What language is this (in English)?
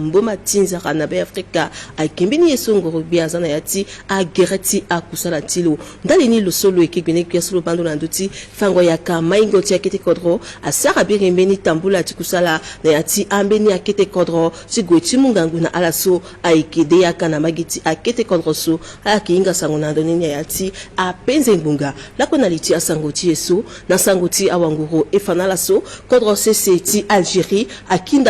Sango